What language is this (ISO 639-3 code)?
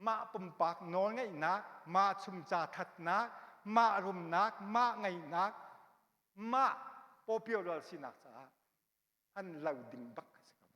cnh